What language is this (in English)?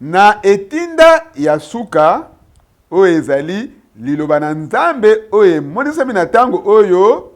Lingala